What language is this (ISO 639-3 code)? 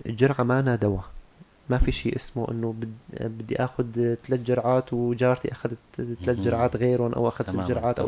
apc